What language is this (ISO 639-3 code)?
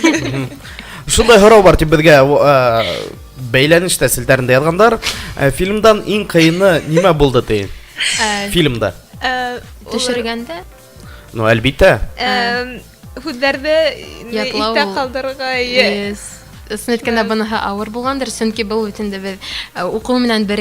bak